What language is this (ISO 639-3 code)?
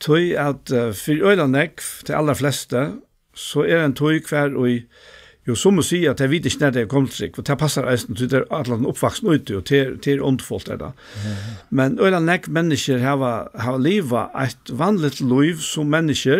fao